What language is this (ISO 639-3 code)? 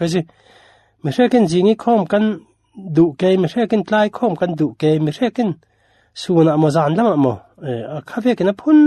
cfm